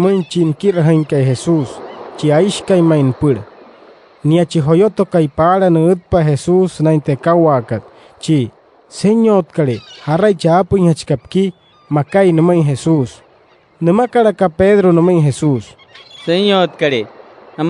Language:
Wayuu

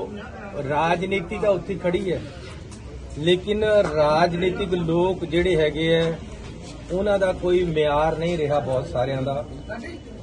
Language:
Punjabi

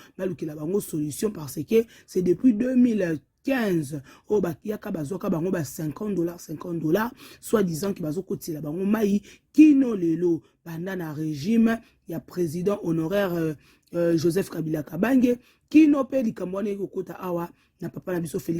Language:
Lingala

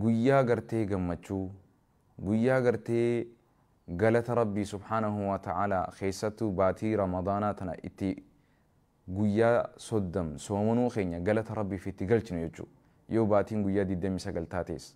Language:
Oromo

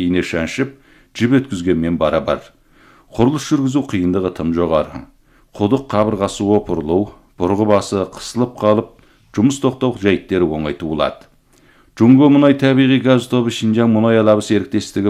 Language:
Kazakh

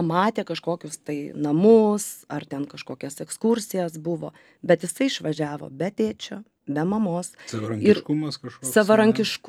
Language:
Lithuanian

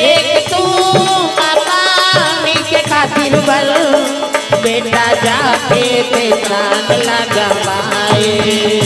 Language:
Chhattisgarhi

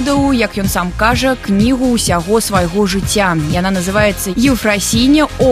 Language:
Belarusian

